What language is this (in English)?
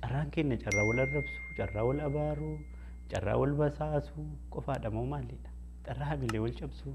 Oromo